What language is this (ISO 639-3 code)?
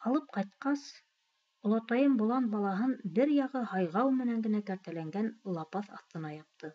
bak